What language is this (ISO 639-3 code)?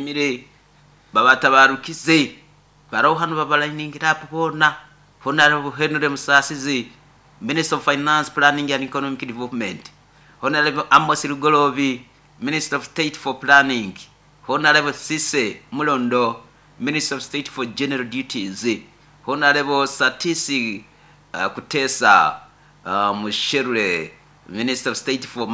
nyo